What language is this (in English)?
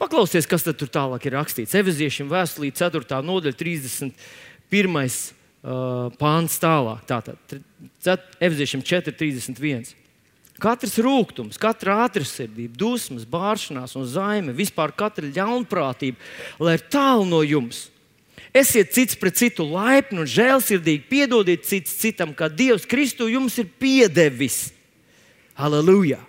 Latvian